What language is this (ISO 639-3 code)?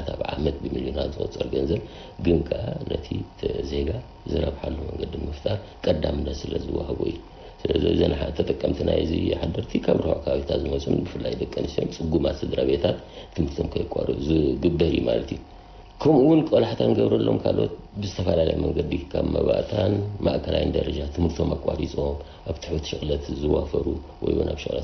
tir